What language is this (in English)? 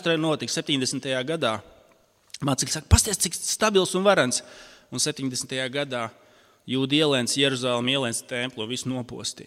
Latvian